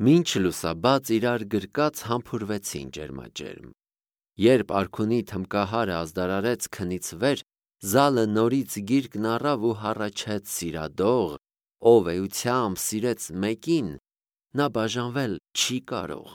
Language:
Armenian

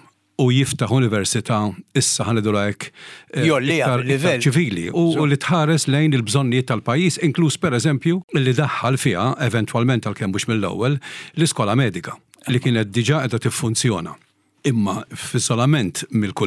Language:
Maltese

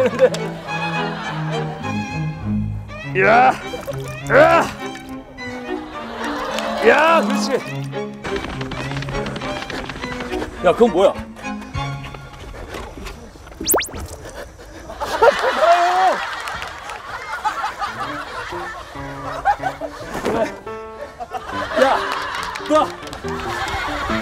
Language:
Korean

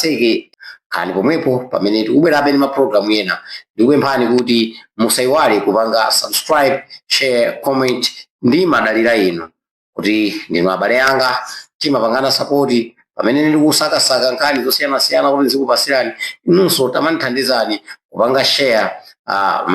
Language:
Nyanja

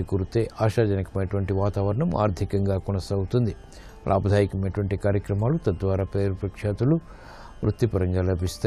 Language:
Telugu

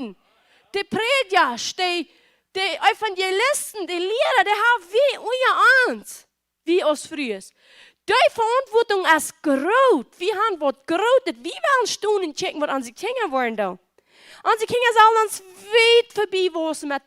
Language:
Plautdietsch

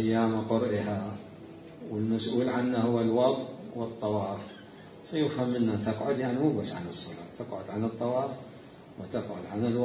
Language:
Mesopotamian Arabic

